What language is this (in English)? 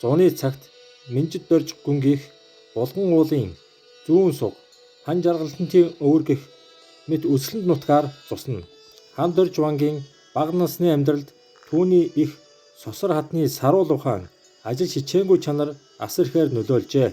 Mongolian